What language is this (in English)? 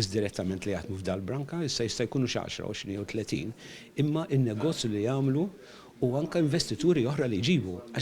Maltese